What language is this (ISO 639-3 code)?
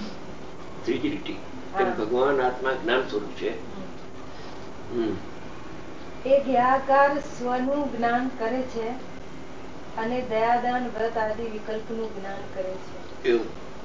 guj